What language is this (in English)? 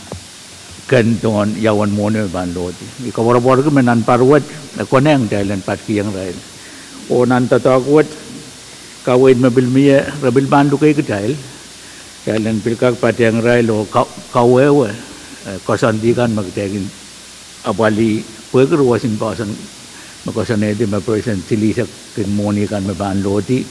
Pohnpeian